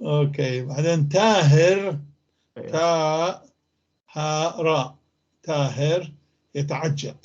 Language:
North Levantine Arabic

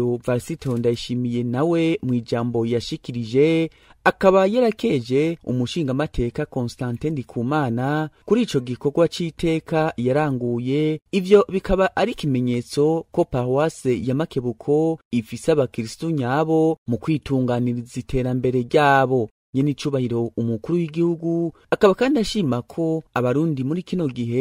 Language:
Rundi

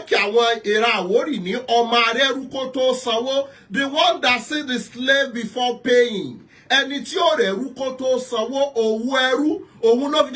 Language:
Yoruba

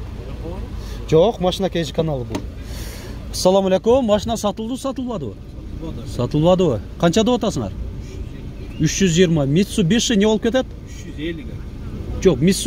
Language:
Kyrgyz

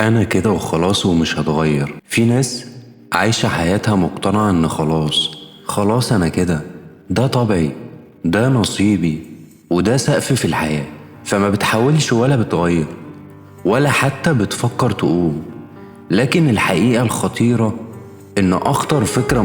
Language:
Egyptian Arabic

